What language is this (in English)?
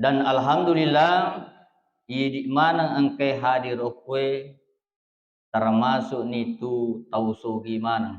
Buginese